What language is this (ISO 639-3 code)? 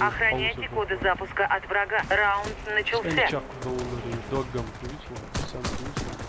che